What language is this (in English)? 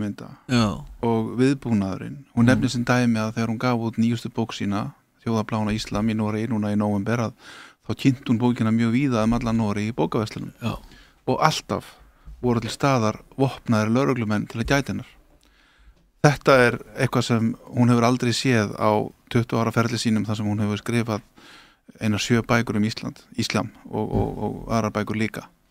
Icelandic